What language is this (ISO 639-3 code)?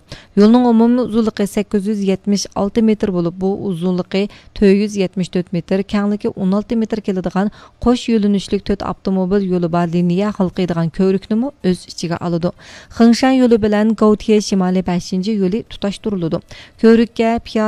uig